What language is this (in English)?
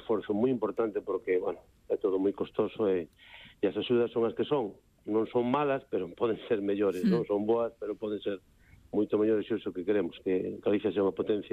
Galician